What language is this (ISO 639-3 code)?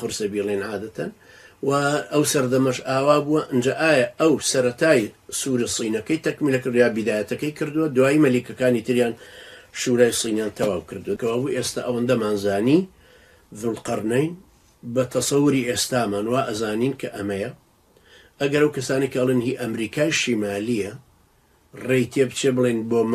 ckb